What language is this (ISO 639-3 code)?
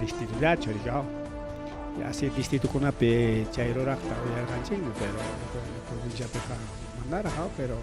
quy